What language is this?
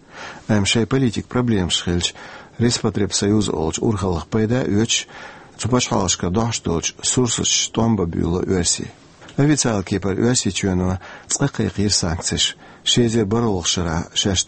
Chechen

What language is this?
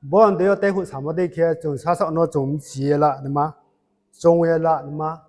Riang (India)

